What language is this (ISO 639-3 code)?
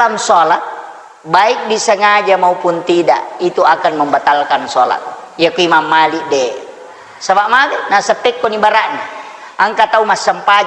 bug